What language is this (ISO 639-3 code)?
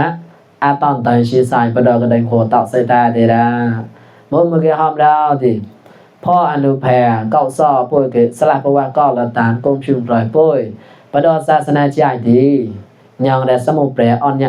mnw